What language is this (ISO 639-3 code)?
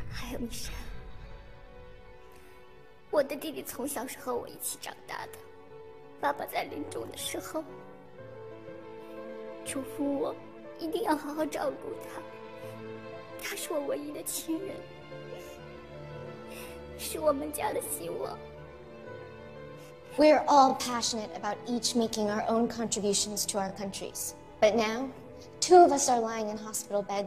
zho